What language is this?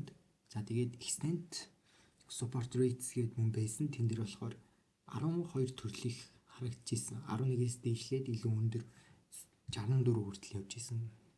Mongolian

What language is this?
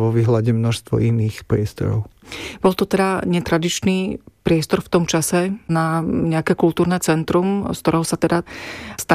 Slovak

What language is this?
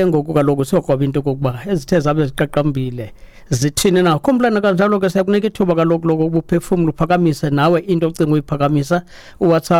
Xhosa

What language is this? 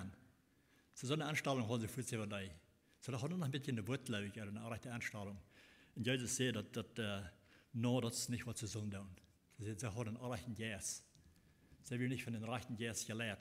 Plautdietsch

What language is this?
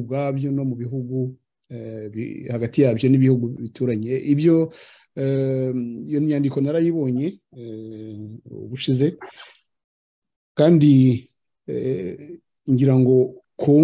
Kinyarwanda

